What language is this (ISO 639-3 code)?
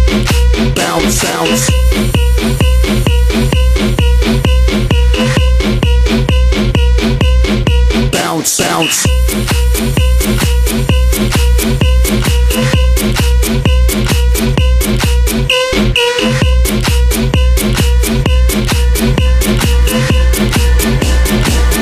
eng